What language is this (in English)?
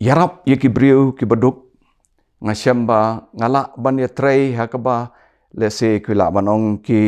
Khasi